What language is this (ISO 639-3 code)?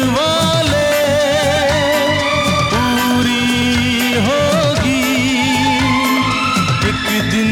hin